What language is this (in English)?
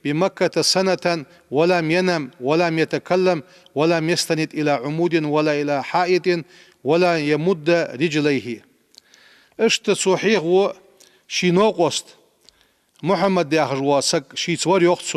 Ingush